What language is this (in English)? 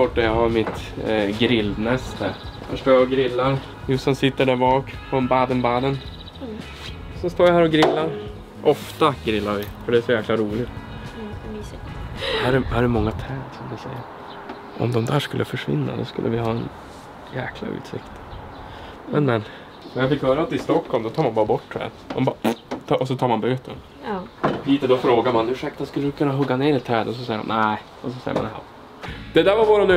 Swedish